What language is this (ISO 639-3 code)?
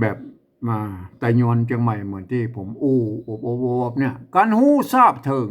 nod